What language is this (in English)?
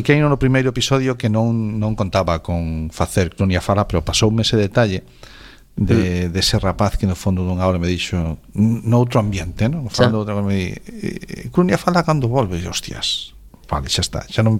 Galician